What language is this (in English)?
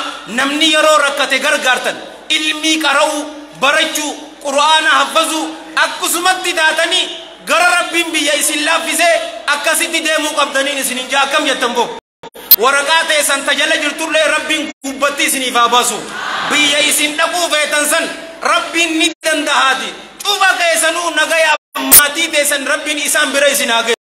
Oromo